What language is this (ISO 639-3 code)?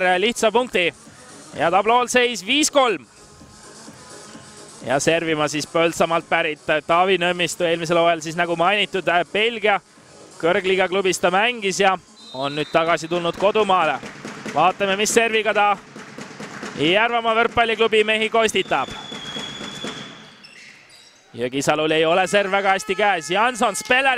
est